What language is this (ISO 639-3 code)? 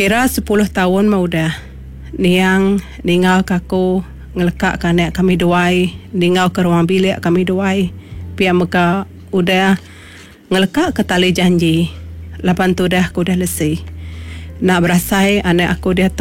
iba